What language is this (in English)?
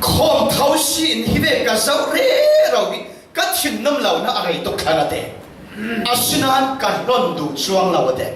Falam Chin